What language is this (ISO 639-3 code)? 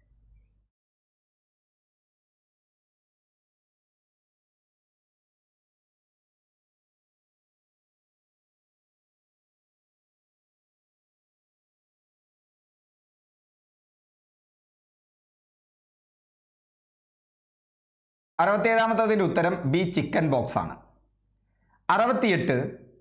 mal